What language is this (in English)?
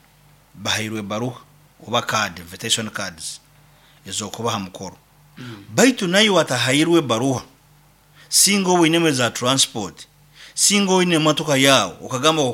Nyankole